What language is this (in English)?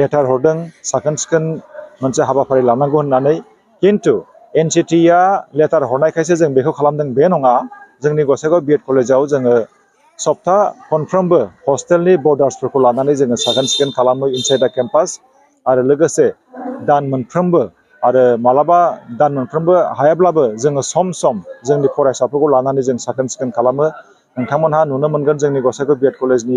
Bodo